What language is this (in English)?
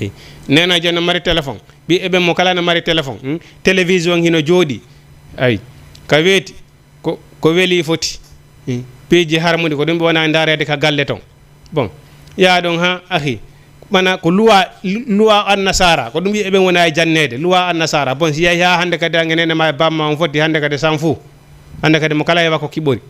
Fula